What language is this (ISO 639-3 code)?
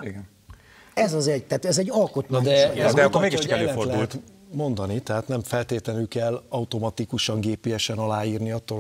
hun